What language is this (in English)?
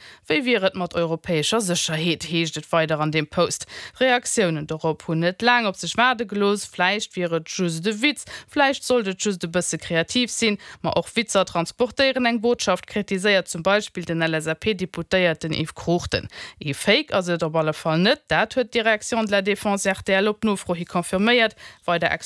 Luxembourgish